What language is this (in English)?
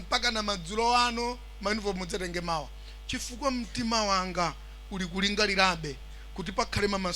Nyanja